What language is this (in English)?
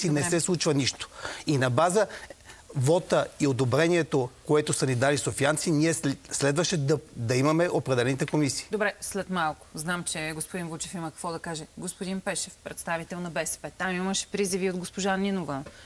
Bulgarian